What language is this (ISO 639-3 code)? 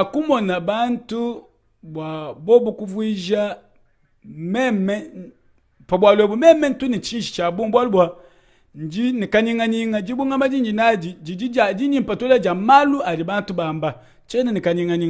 lua